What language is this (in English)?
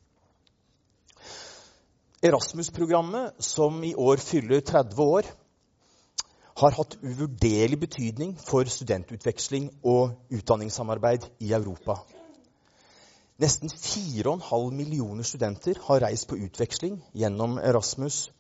Norwegian